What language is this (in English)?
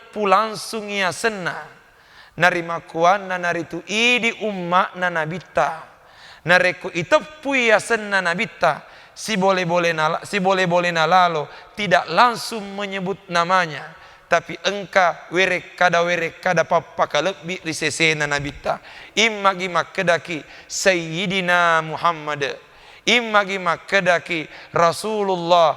Buginese